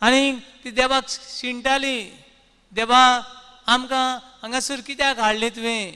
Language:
Konkani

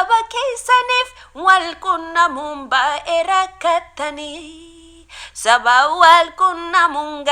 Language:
Oromo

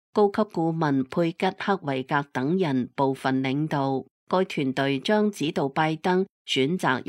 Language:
Cantonese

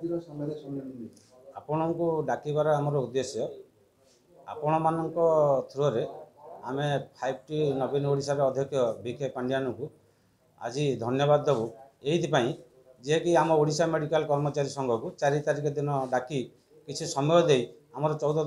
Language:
Odia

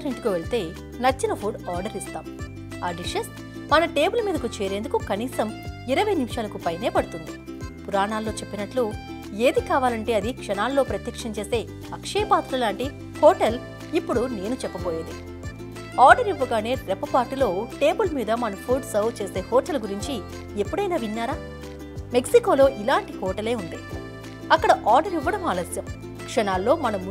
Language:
Telugu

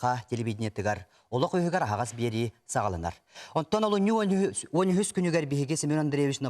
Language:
Yakut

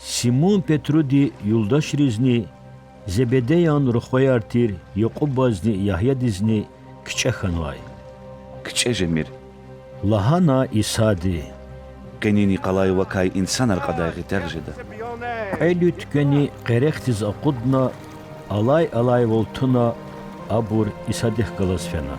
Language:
Lezghian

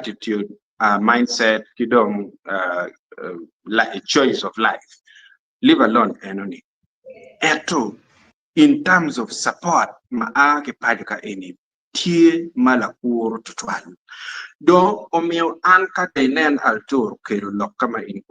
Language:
Acoli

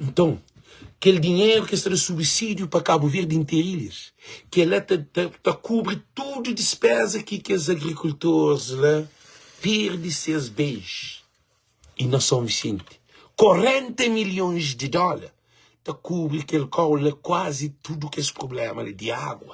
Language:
Kabuverdianu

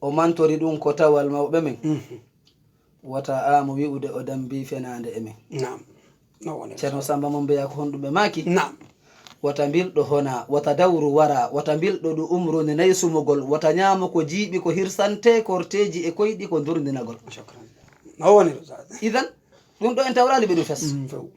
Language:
Fula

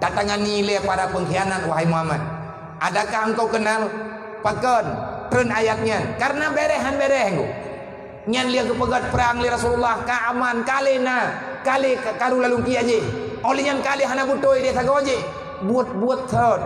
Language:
Achinese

